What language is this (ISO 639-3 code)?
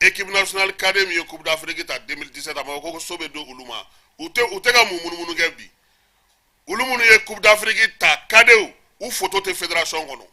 bam